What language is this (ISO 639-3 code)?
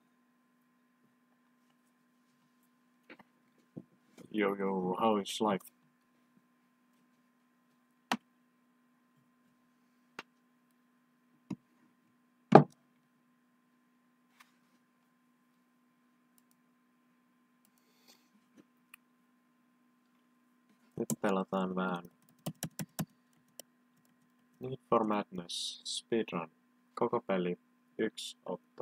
fin